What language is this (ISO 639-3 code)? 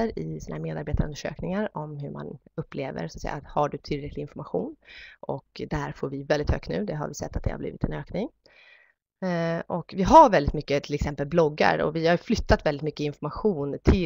swe